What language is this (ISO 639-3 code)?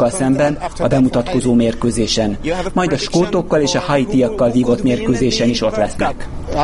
hun